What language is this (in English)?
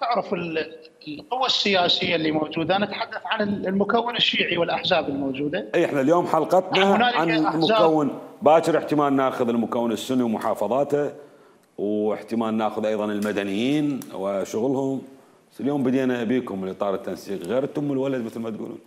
Mesopotamian Arabic